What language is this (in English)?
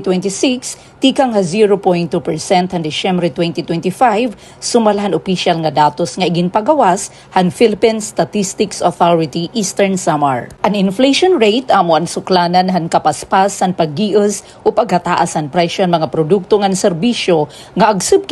Waray